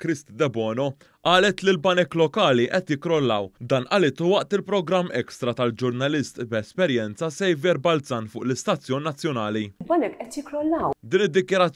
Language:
Maltese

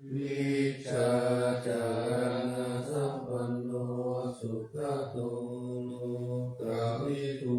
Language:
Pali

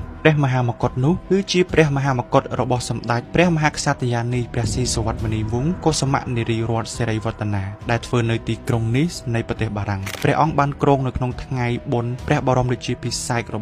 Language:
Khmer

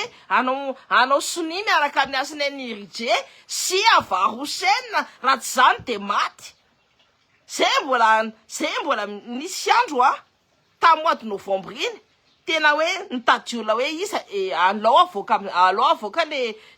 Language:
Malagasy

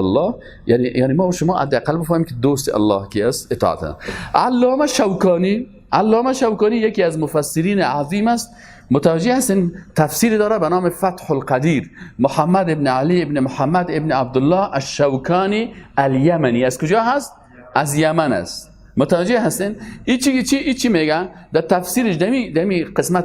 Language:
Persian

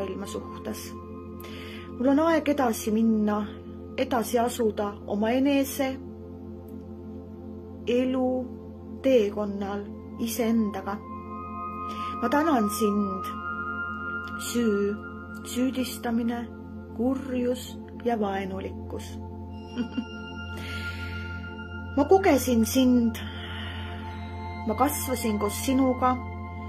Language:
Estonian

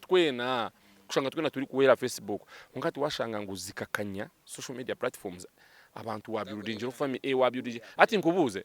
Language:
Nyankole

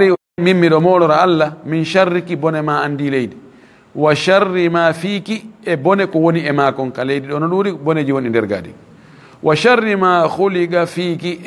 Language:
Fula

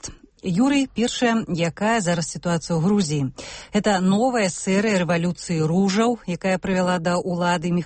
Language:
Belarusian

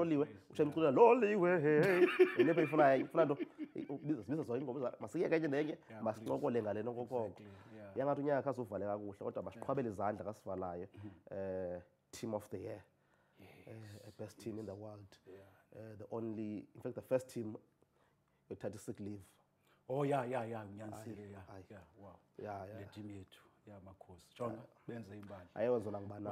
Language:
Xhosa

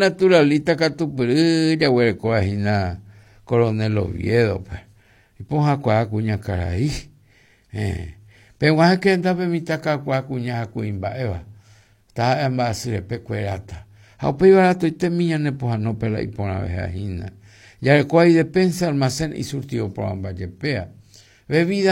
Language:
Guarani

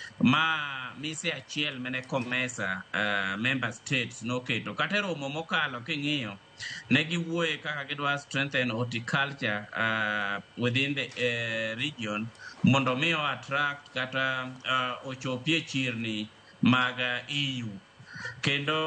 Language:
Luo (Kenya and Tanzania)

